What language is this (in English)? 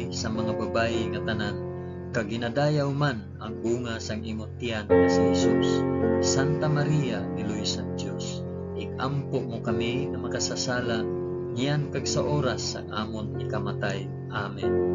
Hiligaynon